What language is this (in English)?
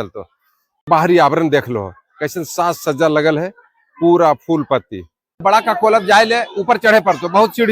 Magahi